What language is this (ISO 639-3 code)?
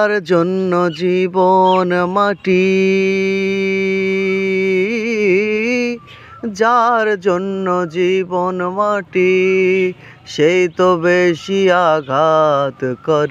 ben